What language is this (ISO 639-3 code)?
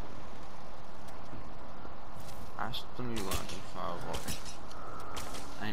ell